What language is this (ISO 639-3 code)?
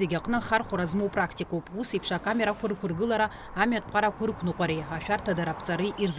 abk